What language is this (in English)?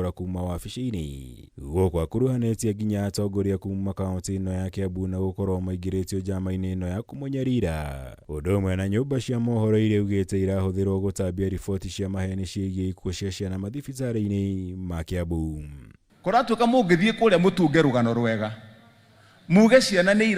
Kikuyu